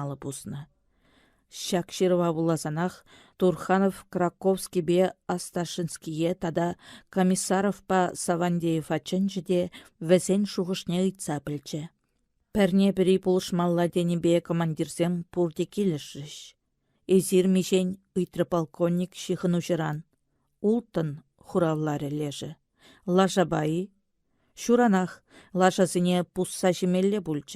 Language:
Chuvash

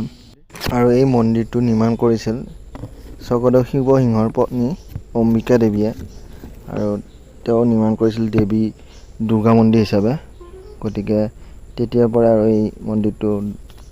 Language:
Assamese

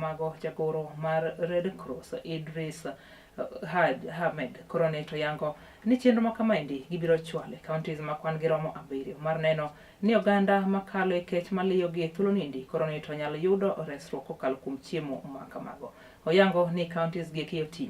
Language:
Luo (Kenya and Tanzania)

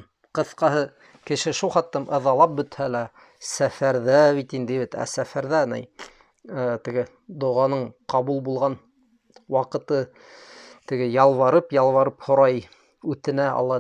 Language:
Bashkir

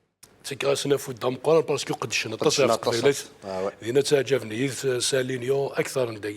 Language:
Kabyle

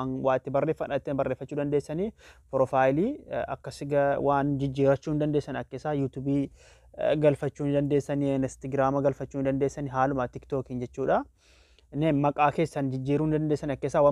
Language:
Oromo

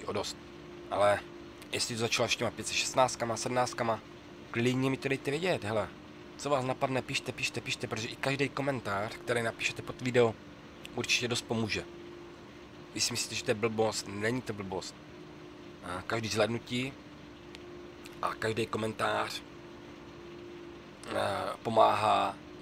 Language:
Czech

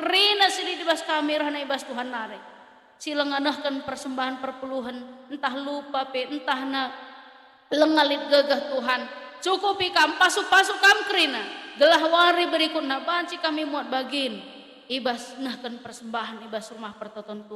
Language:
Batak Karo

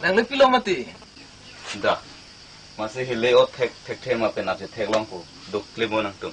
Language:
Karbi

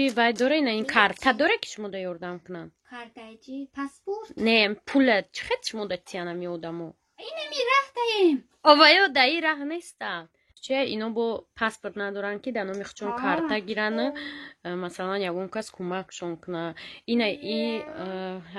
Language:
Tajik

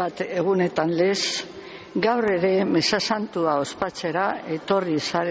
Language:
Basque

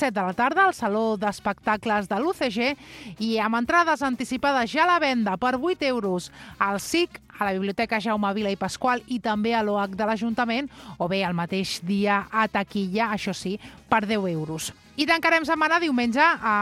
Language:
Catalan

